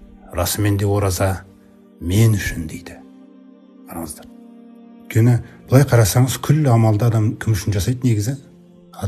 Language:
Kazakh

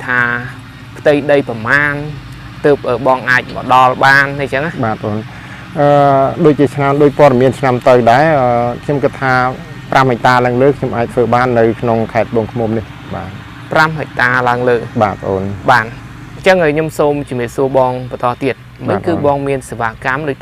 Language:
Khmer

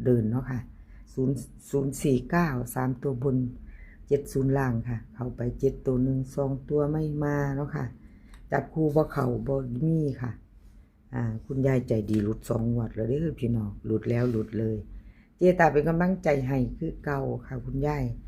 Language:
Northeastern Thai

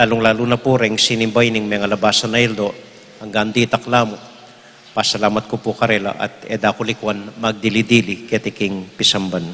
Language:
Pampanga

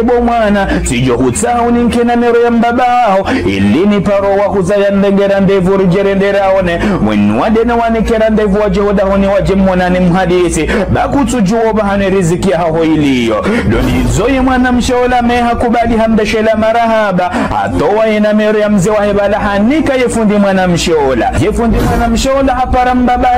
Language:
Ngazidja Comorian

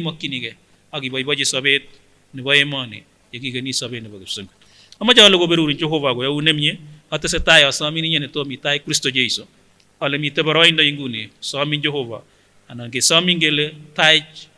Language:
Kipsigis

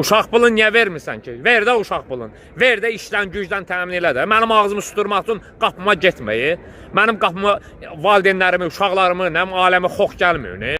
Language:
Azerbaijani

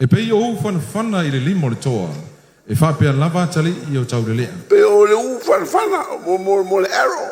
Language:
Samoan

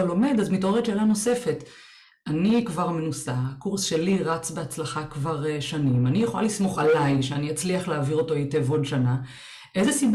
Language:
Hebrew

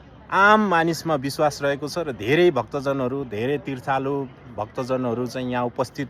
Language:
Nepali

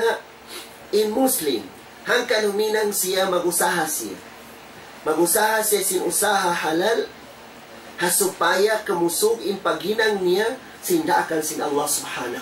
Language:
Tausug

